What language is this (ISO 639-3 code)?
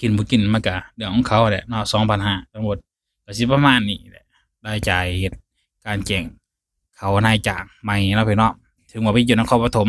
lao